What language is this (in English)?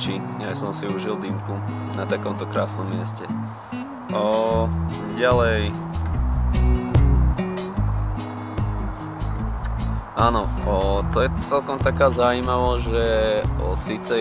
Slovak